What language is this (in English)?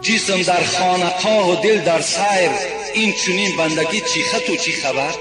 Tajik